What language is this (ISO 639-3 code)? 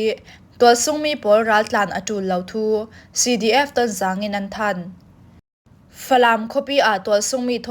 cfm